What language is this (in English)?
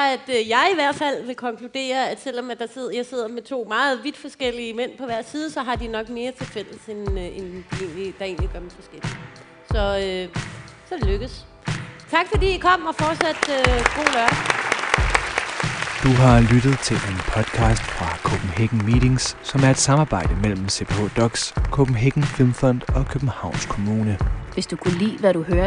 Danish